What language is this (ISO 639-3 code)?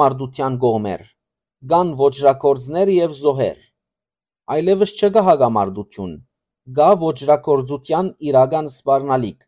hyw